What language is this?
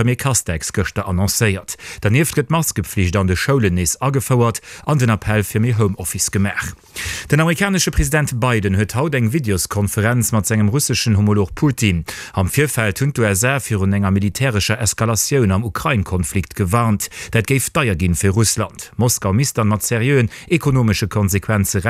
Luxembourgish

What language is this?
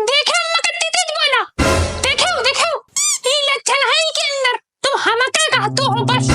Awadhi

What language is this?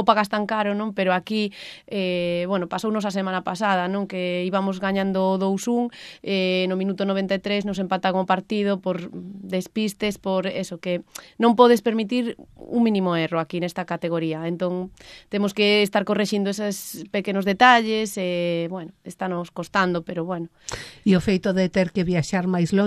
Galician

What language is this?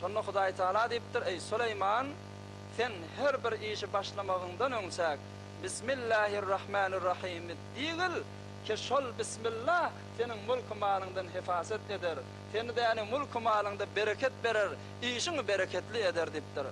Turkmen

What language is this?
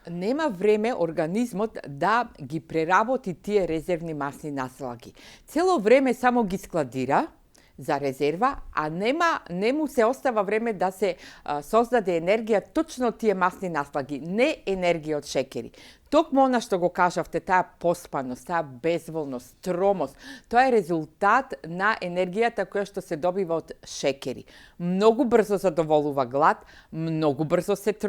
Macedonian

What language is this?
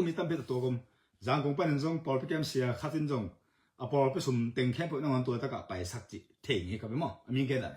Tedim Chin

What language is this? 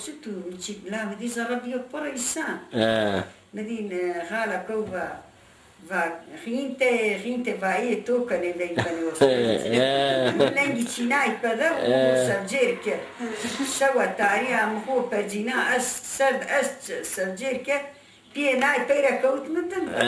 Zaza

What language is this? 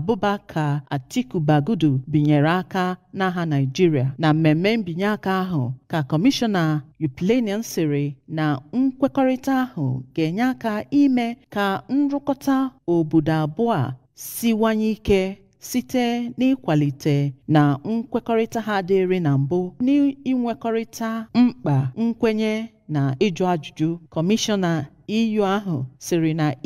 Igbo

